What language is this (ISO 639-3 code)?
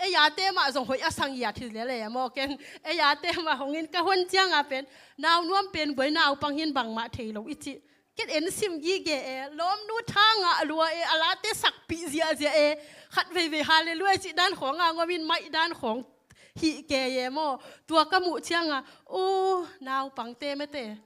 ctd